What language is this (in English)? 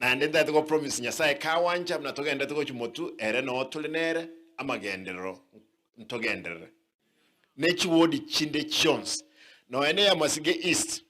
Gusii